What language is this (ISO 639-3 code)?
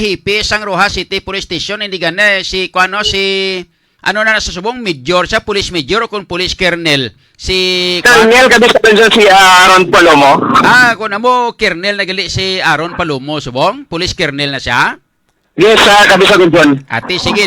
hil